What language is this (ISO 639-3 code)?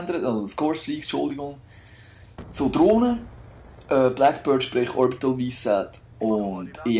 gsw